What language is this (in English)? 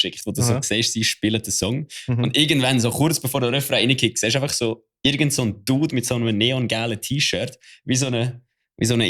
Swiss German